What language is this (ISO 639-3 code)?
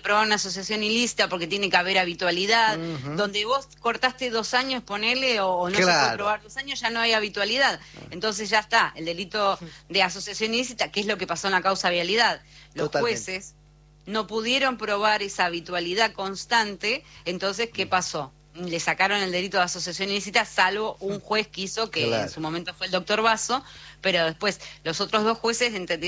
spa